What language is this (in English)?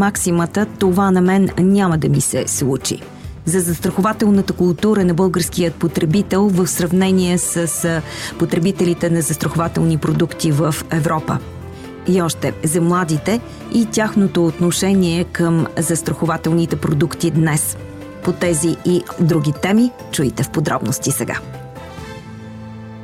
Bulgarian